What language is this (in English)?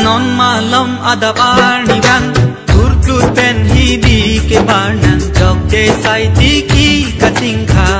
Karbi